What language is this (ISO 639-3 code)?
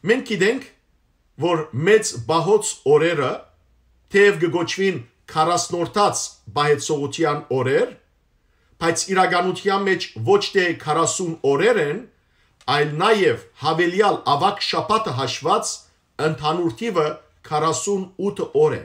hyw